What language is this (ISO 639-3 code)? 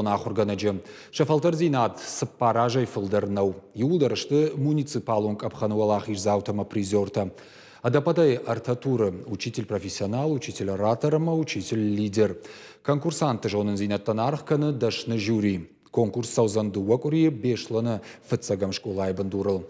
oss